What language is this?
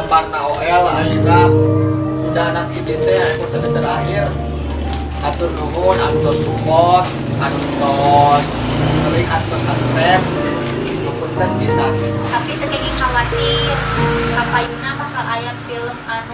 Sundanese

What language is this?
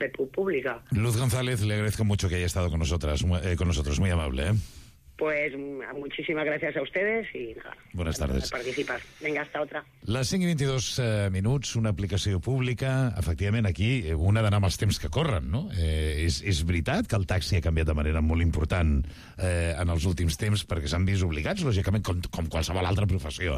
Catalan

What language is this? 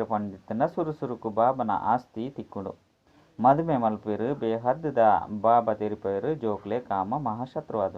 Tulu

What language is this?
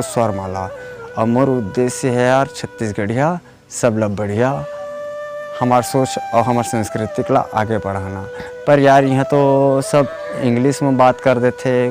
Chhattisgarhi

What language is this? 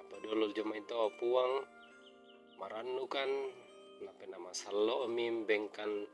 Toraja-Sa'dan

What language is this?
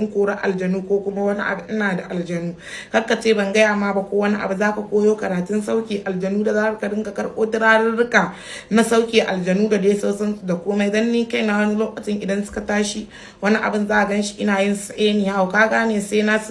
Hausa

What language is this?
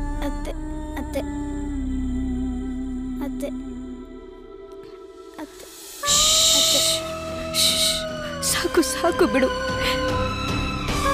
Kannada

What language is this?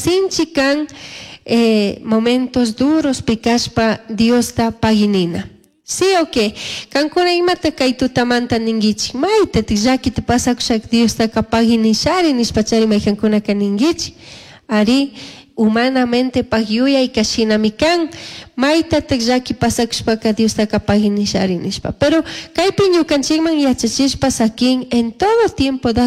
Chimborazo Highland Quichua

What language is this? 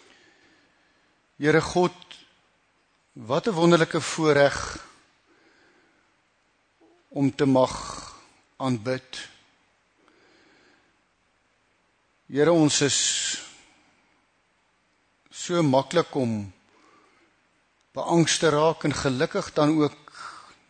Afrikaans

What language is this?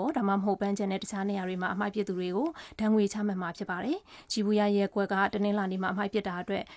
Burmese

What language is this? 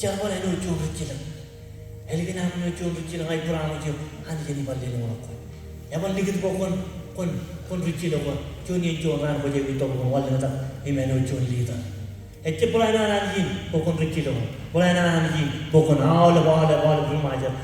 Marshallese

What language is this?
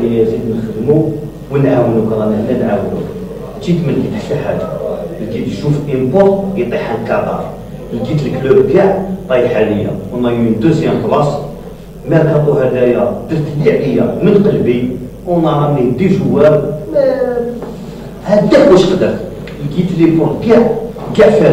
Algerian Arabic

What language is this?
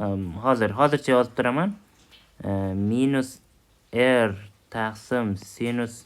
Uzbek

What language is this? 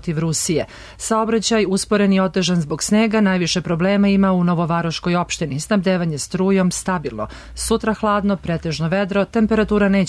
Serbian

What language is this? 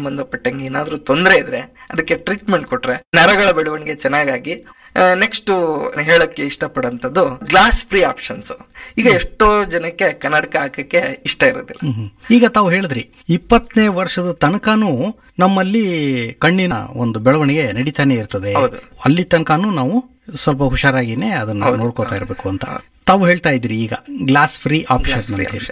Kannada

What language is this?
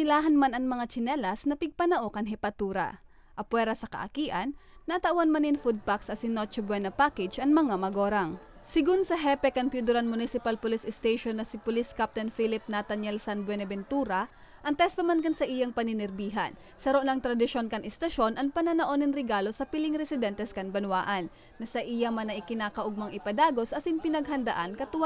Bikol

